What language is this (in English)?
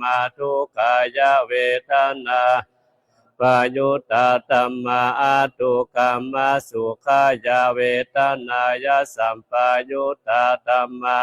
Pali